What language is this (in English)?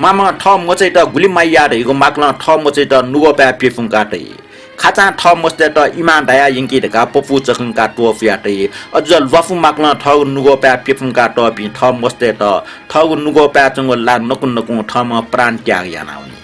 Newari